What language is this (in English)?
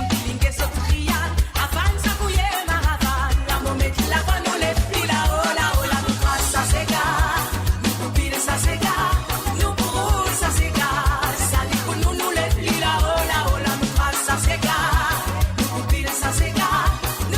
Morisyen